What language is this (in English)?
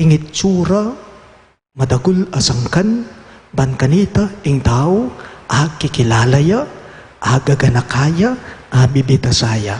Pampanga